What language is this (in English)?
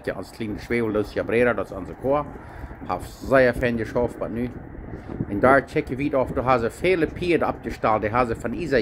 Plautdietsch